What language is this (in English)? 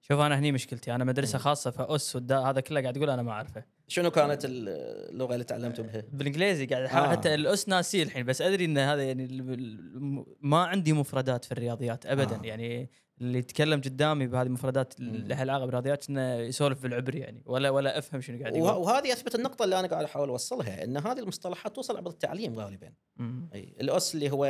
Gulf Arabic